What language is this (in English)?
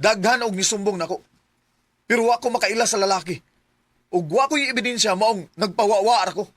Cebuano